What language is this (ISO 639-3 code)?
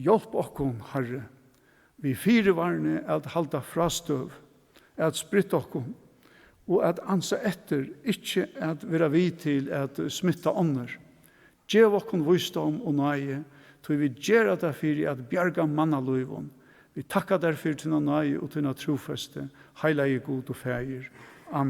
fao